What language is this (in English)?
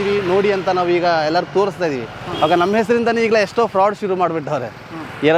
Kannada